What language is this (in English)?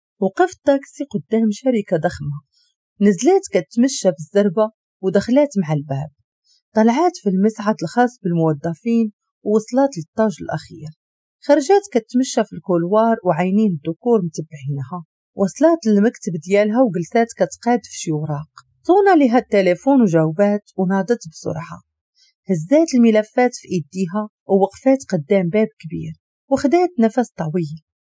Moroccan Arabic